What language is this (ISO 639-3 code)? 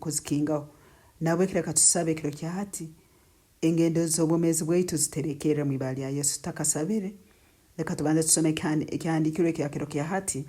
nyn